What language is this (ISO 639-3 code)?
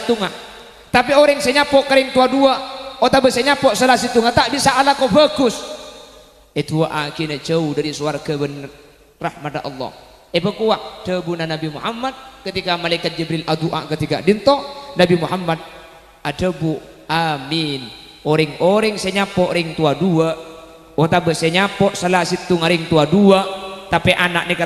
mad